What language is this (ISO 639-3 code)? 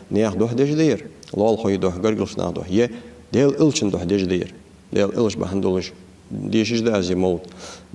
inh